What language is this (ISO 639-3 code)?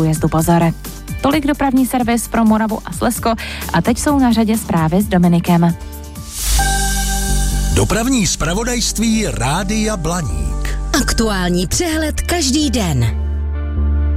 ces